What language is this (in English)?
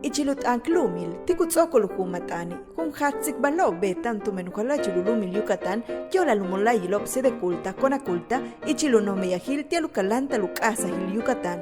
Yucateco